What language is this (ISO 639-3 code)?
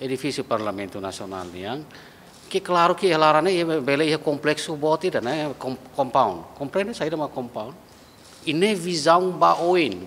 tet